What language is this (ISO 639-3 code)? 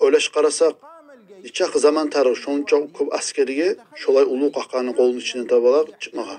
kum